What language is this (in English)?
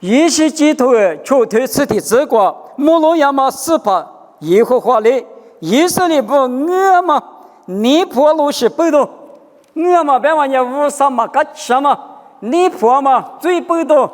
Lisu